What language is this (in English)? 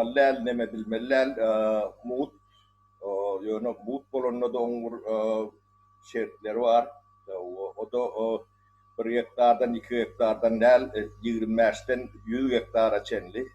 Turkmen